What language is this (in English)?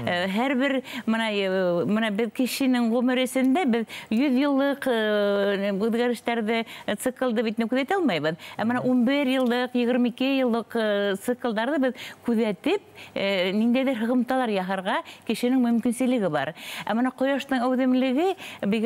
Bashkir